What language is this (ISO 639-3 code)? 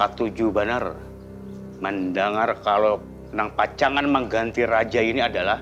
bjn